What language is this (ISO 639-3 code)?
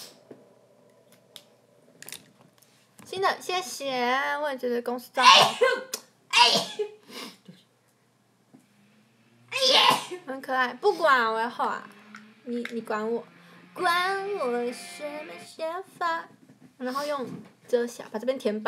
zho